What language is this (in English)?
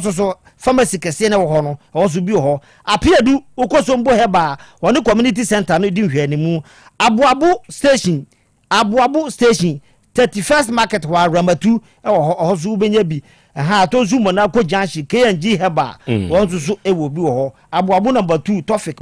Akan